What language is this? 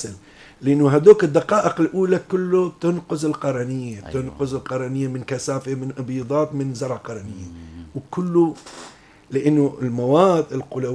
North Levantine Arabic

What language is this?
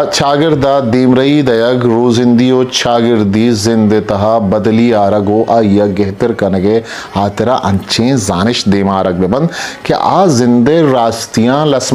Eastern Balochi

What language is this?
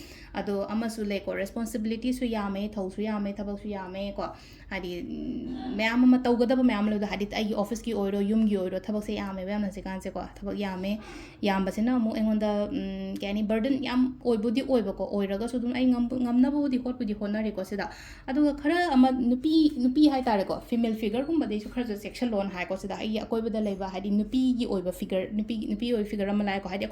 Manipuri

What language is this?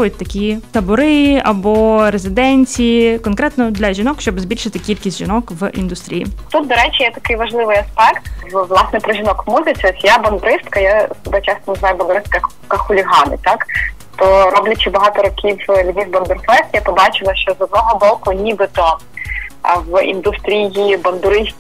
Ukrainian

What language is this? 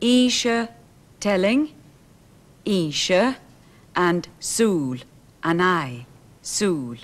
Scottish Gaelic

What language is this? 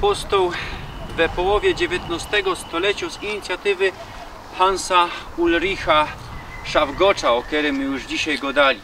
Silesian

